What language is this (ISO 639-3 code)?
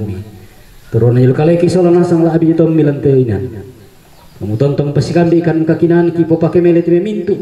sda